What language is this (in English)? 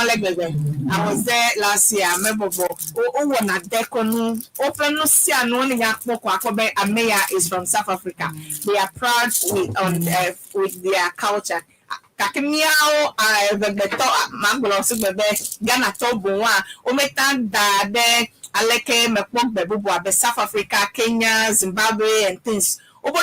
Ewe